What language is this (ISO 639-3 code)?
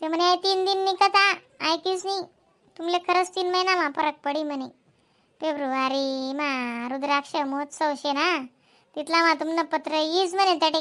khn